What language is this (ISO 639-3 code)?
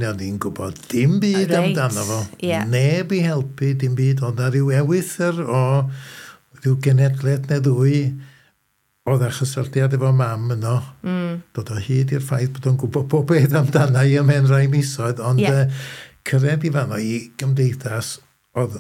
cym